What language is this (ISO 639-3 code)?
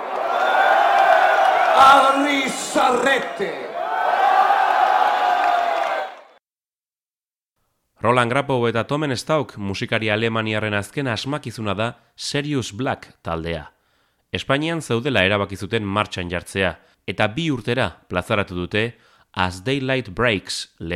eus